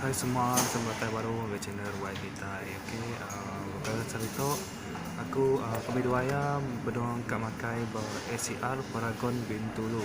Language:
Iban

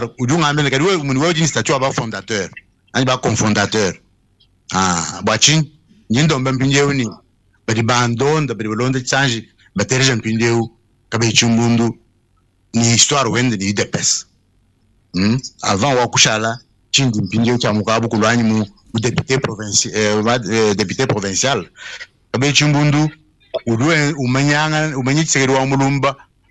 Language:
Luba-Lulua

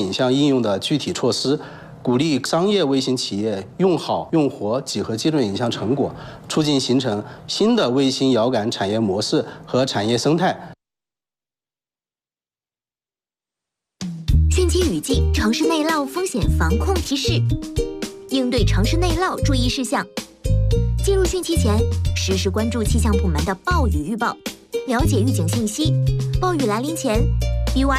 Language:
Chinese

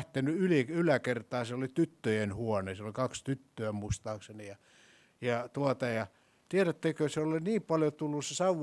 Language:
Finnish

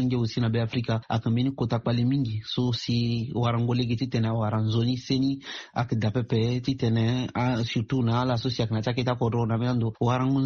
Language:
Sango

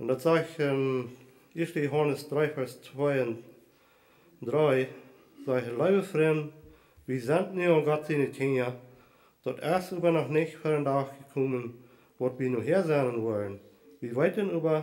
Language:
Plautdietsch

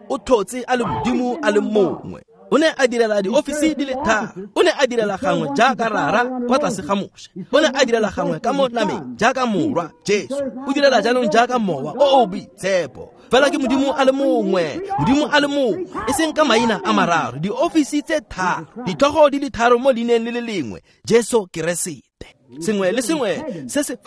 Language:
Tswana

